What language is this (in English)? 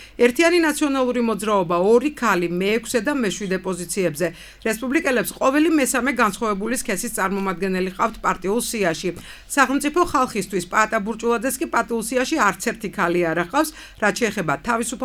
Georgian